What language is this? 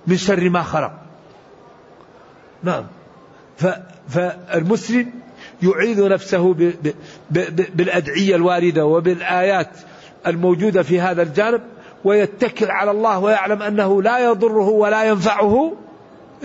Arabic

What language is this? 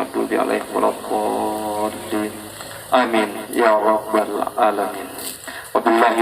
Buginese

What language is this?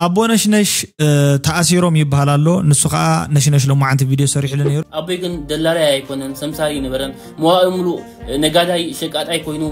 Tigrinya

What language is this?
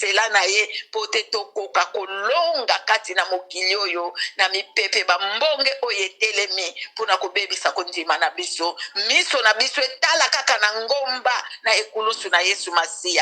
Lingala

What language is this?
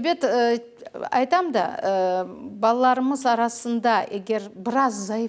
Crimean Tatar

